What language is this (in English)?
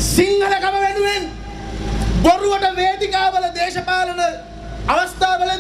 Sinhala